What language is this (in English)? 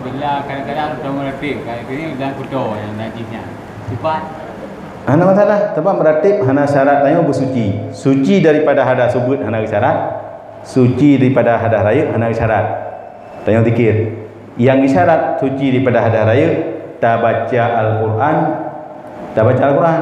Achinese